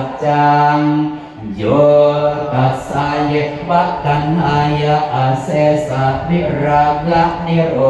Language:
Pali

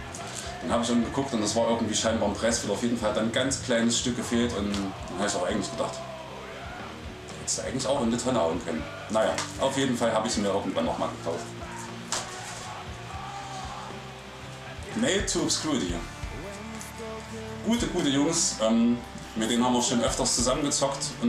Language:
German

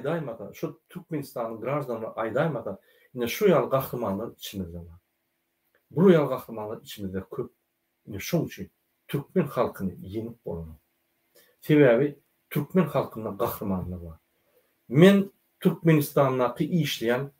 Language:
Turkmen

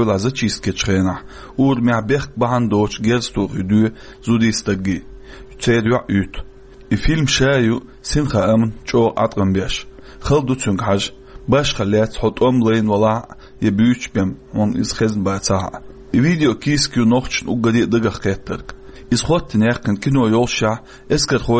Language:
Chechen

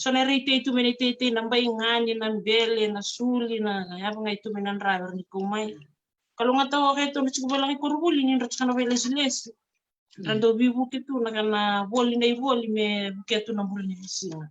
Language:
Fijian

